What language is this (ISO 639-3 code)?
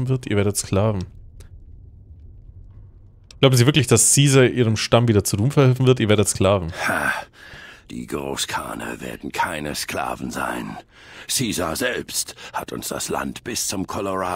deu